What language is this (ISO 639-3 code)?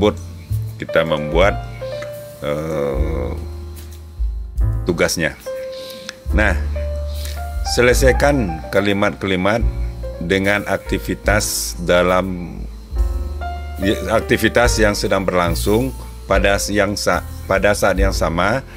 ind